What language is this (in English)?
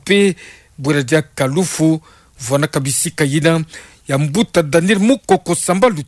Kituba (Democratic Republic of Congo)